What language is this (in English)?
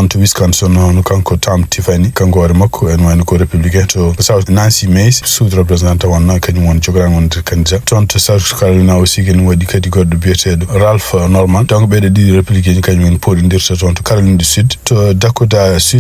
Fula